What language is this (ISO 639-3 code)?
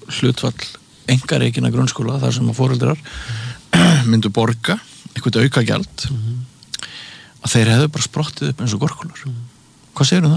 isl